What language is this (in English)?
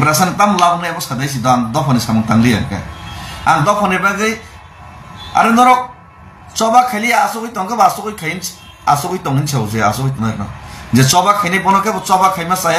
Kok Borok